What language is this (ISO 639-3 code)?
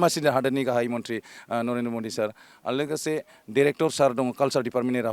brx